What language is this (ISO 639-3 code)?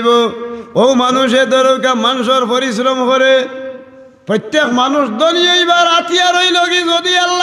syl